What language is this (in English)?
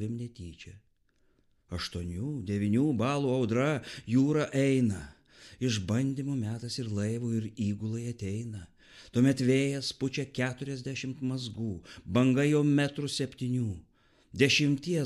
Lithuanian